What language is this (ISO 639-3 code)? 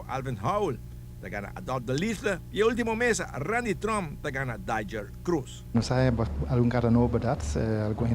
pap